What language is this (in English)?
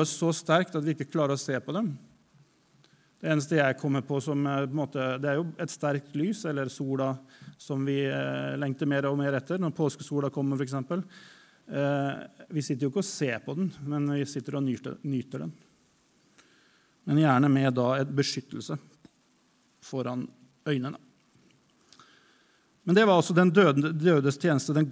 Norwegian